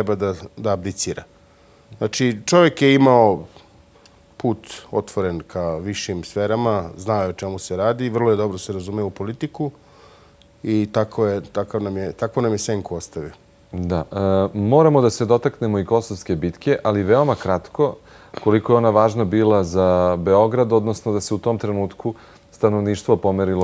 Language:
Serbian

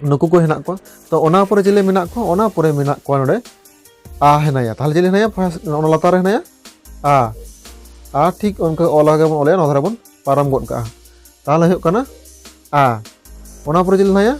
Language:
Santali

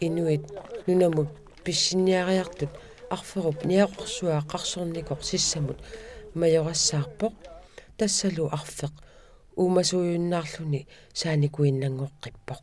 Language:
Kalaallisut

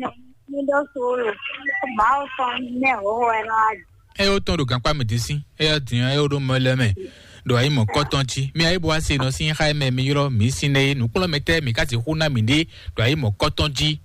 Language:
Fon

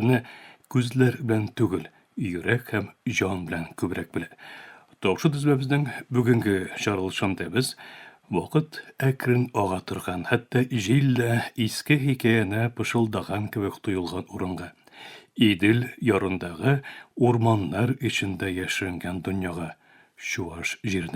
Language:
Tatar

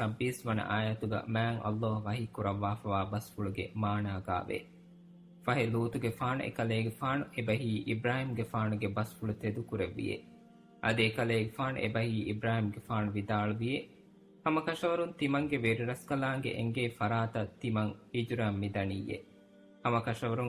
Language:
Divehi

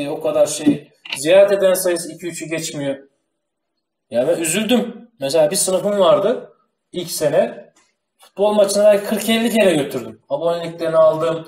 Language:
Turkish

